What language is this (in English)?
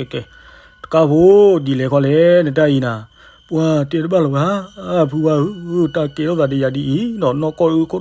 S'gaw Karen